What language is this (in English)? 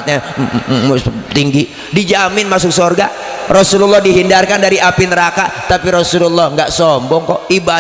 Betawi